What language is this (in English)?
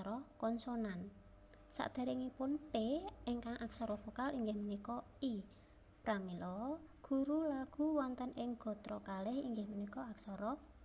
Javanese